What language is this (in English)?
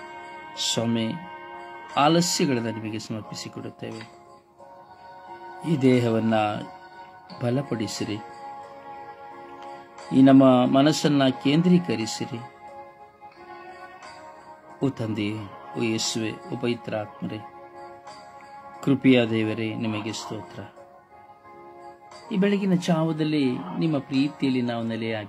Kannada